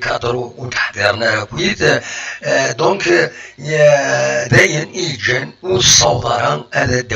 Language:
Kabyle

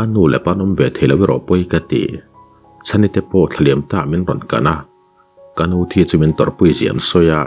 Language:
Mizo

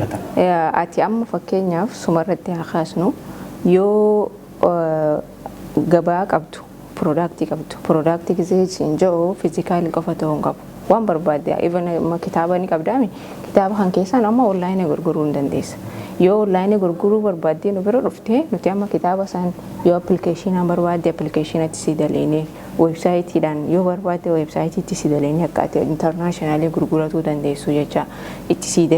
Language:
Oromo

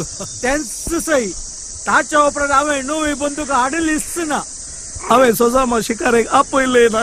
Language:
Konkani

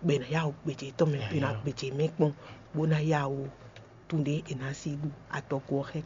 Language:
Fon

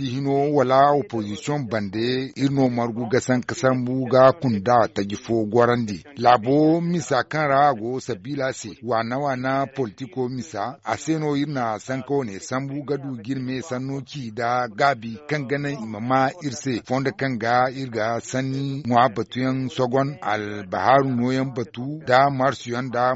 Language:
Zarma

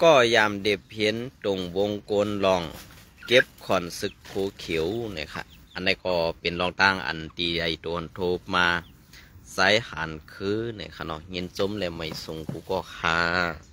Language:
Shan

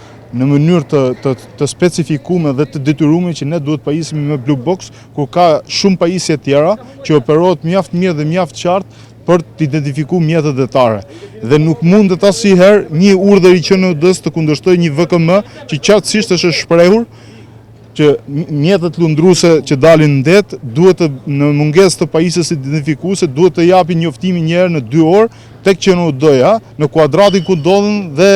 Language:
Albanian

